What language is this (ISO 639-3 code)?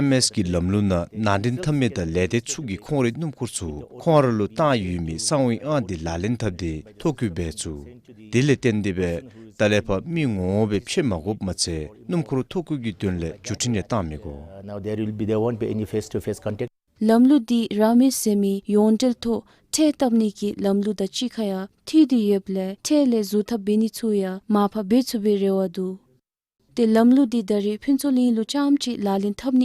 dzo